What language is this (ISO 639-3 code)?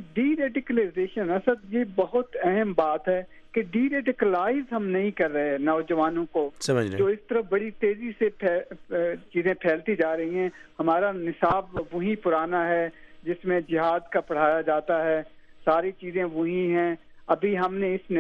urd